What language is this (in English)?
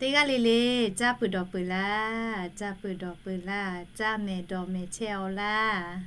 Lahu